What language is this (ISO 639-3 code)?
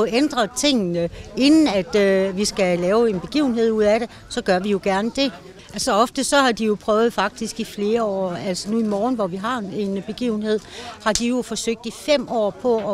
dan